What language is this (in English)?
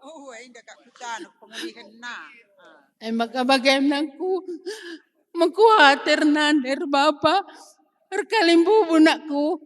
Batak Karo